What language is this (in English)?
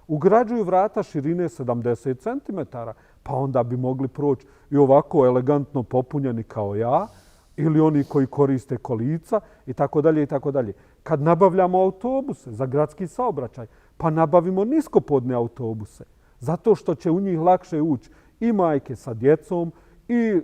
Bosnian